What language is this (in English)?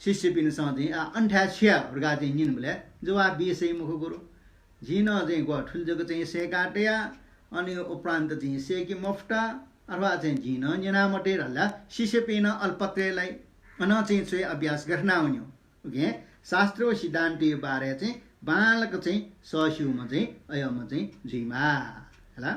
Newari